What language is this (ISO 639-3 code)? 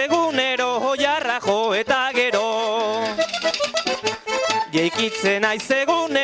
eus